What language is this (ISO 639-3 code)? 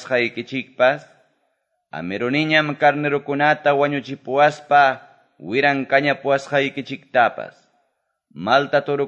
que